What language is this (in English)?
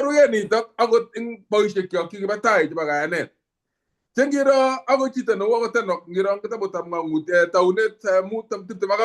Kalenjin